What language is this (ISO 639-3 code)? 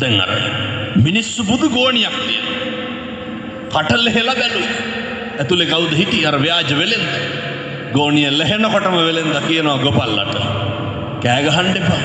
sin